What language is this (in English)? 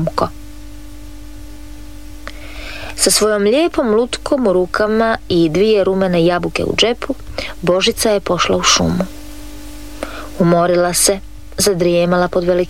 Croatian